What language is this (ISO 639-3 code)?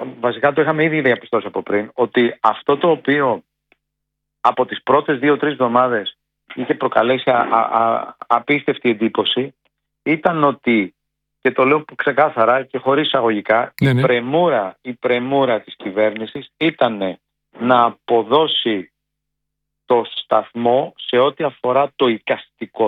ell